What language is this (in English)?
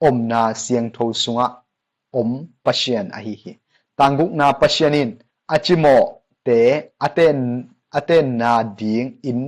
Tedim Chin